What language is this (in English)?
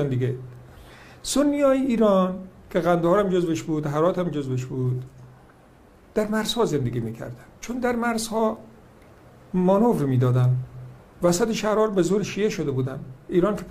Persian